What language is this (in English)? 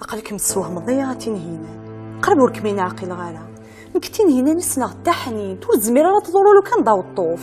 Kabyle